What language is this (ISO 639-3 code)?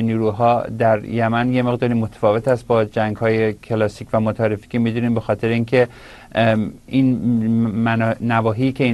fas